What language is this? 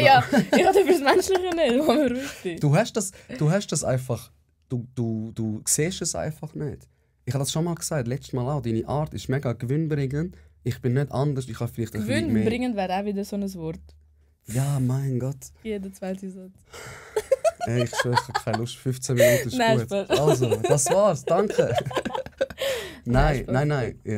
Swiss German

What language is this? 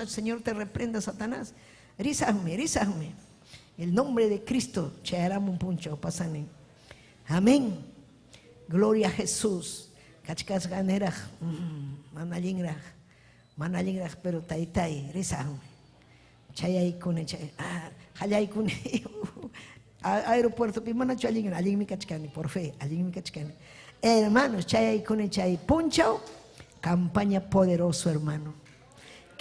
Ayacucho Quechua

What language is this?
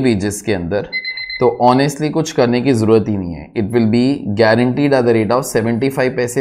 Hindi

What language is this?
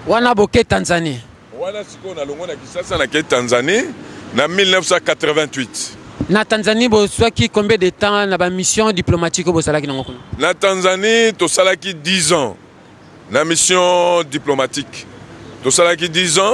Lingala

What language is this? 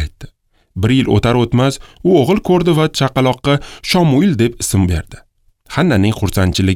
Uzbek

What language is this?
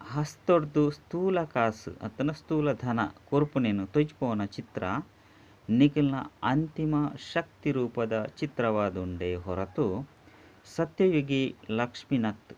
Tulu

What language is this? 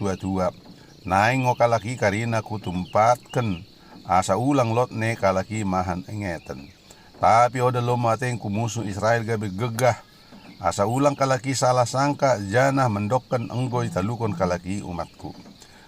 Batak Dairi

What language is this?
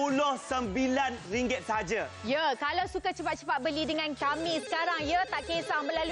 Malay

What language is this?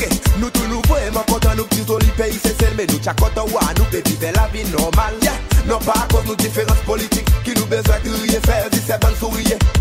Seselwa Creole French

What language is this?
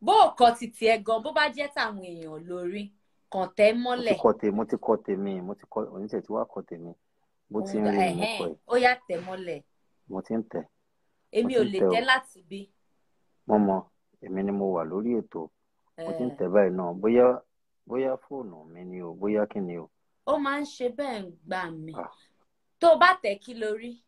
Yoruba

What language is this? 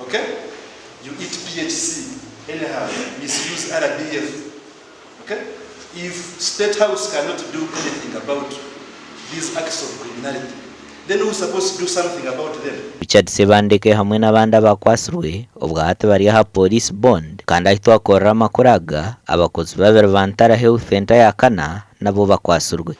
Nyankole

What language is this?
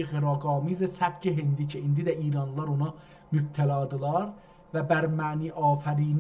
South Azerbaijani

